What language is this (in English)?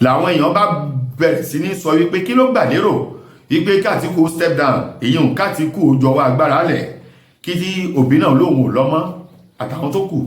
Yoruba